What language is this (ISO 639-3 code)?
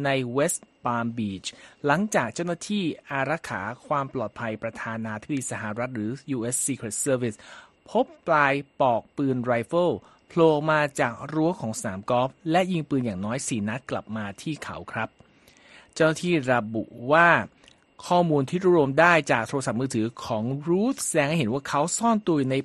tha